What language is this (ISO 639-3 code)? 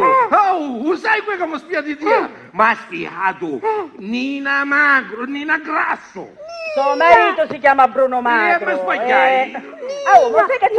scn